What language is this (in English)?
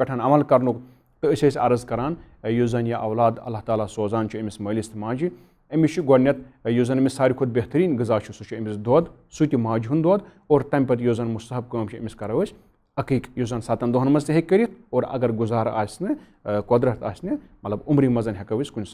Kashmiri